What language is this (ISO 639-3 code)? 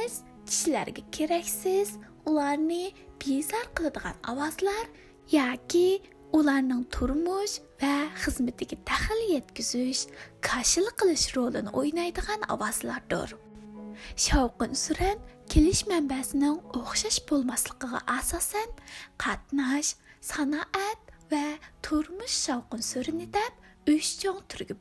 uig